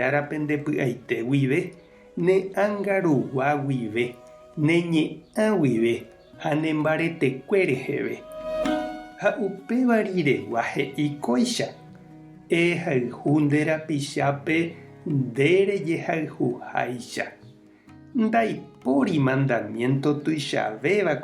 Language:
Guarani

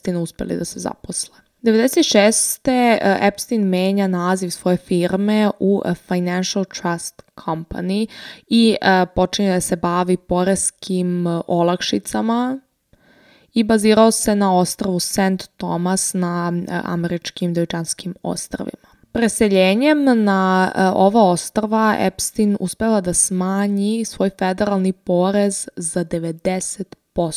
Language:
Serbian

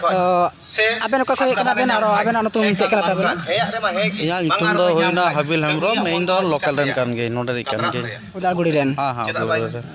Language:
Santali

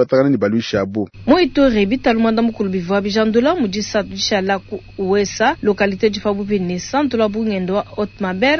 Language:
Luba-Lulua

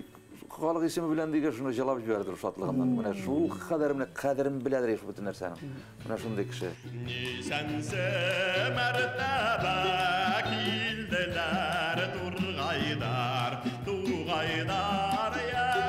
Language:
Bashkir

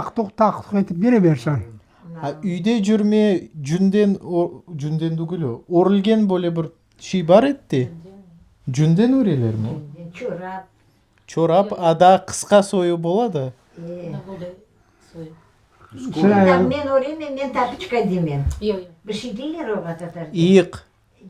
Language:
Crimean Tatar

